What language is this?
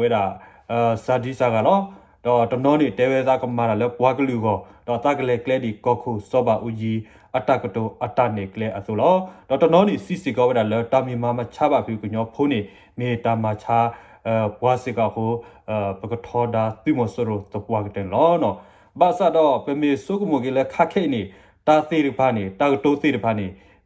S'gaw Karen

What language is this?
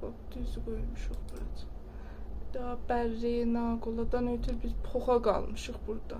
South Azerbaijani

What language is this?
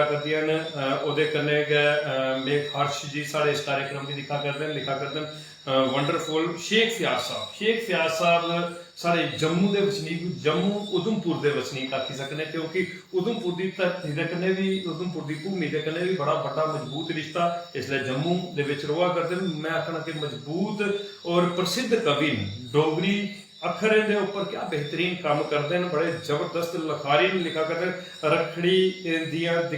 Dogri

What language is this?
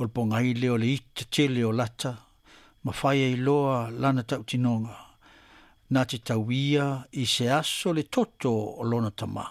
Samoan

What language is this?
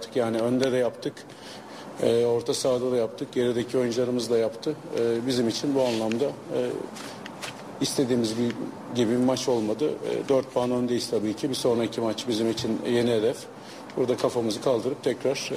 Turkish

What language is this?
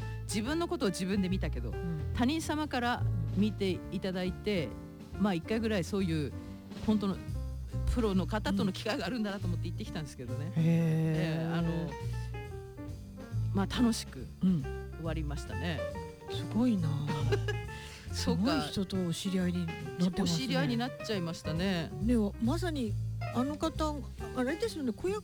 Japanese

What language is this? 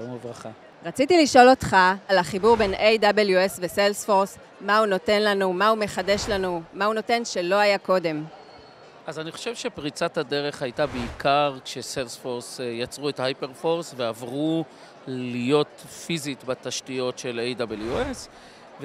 Hebrew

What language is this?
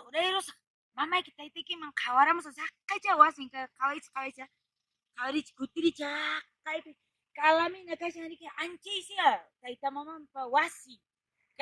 Quechua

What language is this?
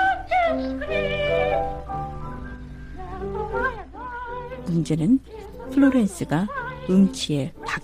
Korean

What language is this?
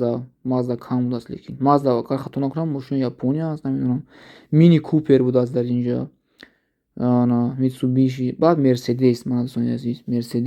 Tajik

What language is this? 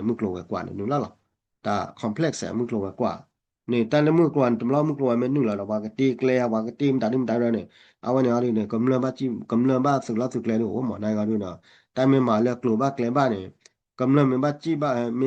S'gaw Karen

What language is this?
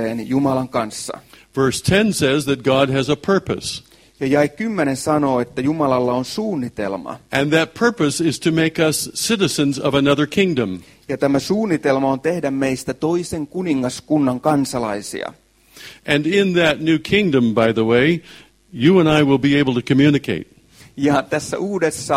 Finnish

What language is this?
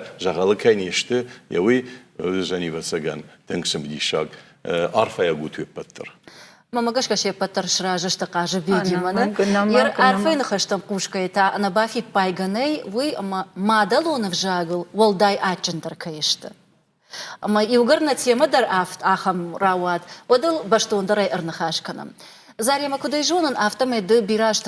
Ossetic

